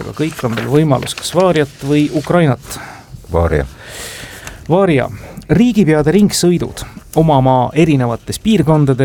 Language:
Estonian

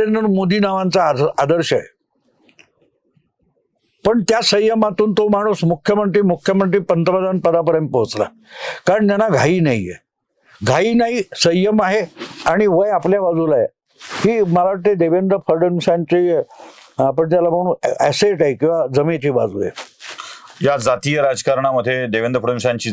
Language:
Marathi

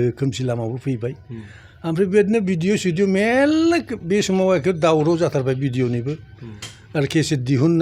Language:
Bodo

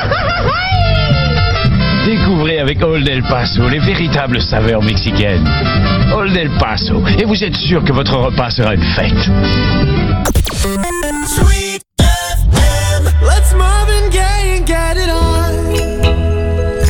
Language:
French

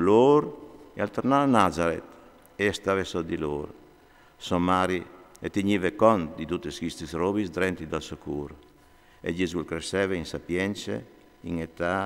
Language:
Friulian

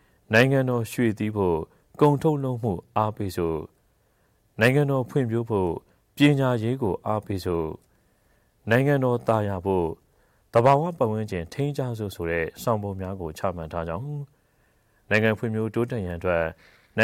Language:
Burmese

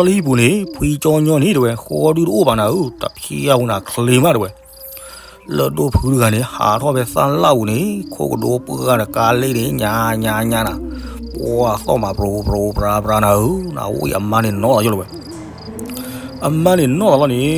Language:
S'gaw Karen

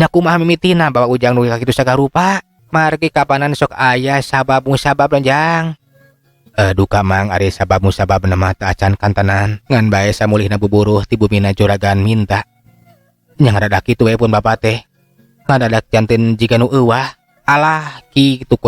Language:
Sundanese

